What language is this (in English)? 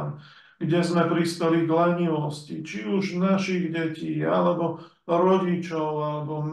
Slovak